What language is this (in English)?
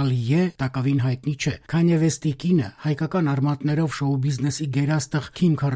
Armenian